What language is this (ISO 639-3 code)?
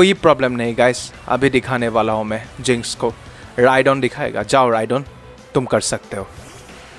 hin